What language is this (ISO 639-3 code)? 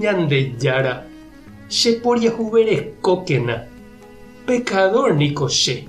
grn